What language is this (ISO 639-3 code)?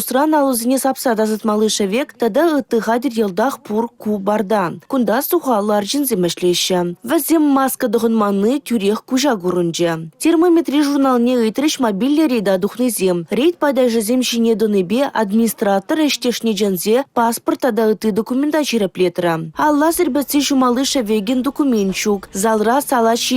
chv